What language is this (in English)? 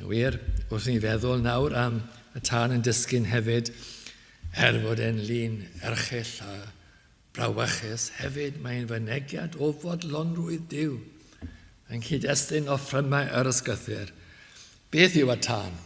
Welsh